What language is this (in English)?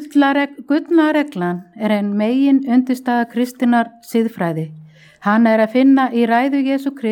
Icelandic